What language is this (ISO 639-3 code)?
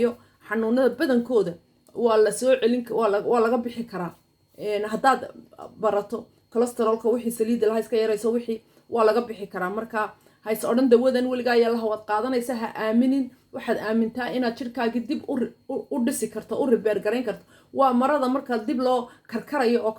som